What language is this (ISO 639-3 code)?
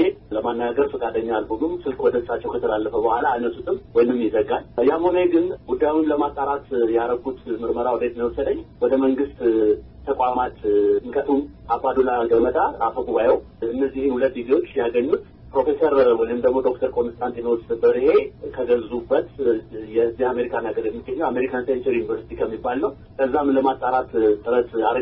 amh